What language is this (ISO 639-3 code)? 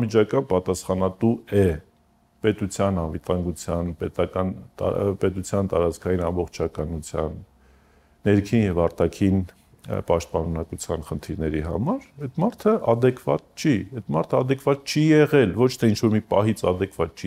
hye